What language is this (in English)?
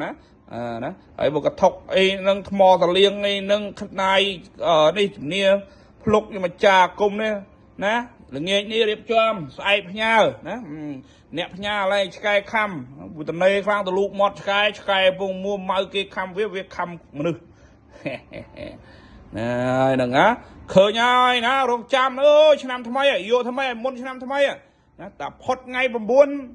Khmer